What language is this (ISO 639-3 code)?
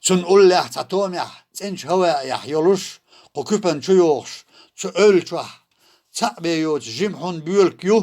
che